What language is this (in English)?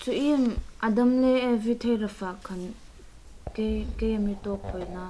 Hmar